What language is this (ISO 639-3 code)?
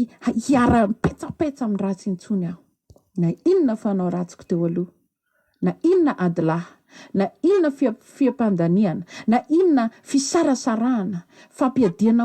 mlg